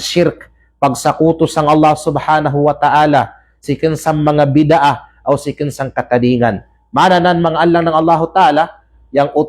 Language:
Kalagan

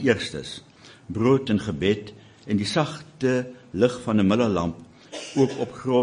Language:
Afrikaans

